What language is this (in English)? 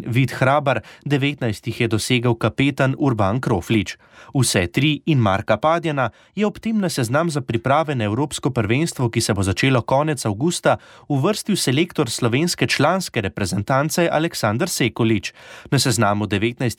Slovenian